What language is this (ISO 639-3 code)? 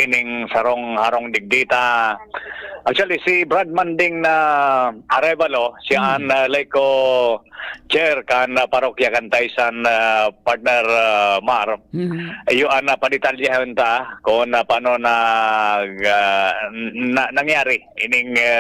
bik